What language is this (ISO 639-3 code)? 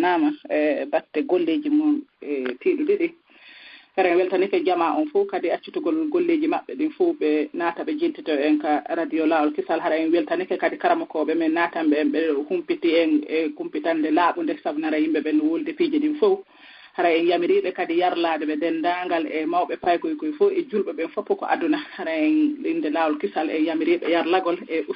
ful